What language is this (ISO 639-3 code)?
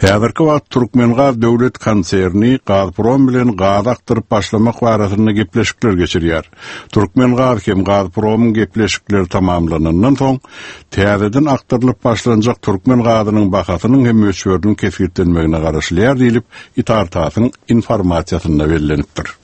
tuk